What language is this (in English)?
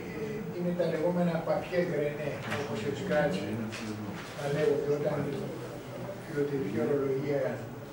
Greek